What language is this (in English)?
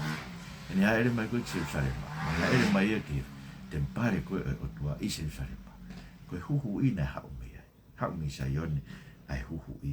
Tongan